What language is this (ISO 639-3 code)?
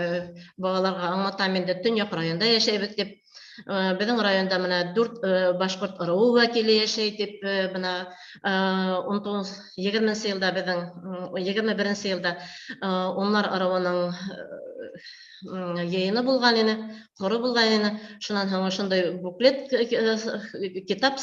bak